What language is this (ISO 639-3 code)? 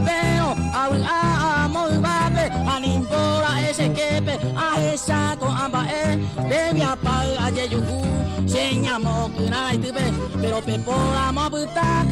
grn